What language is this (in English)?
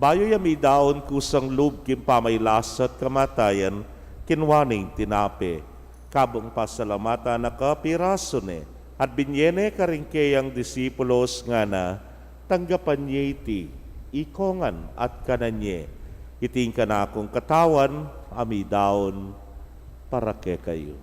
Pampanga